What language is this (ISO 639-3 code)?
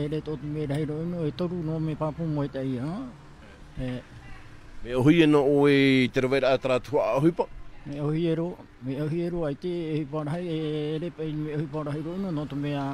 tah